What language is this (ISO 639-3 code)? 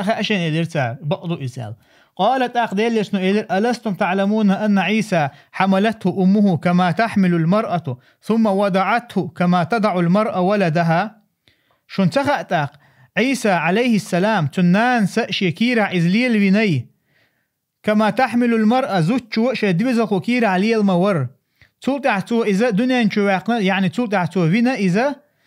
che